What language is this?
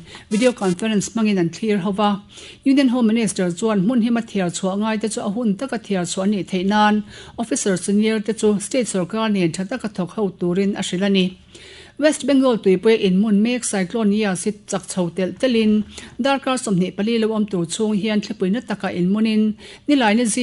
Mizo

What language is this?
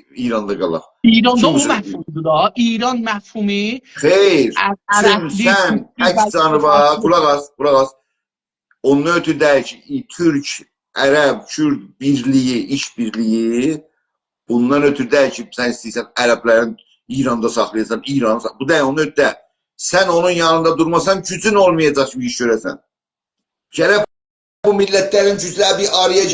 South Azerbaijani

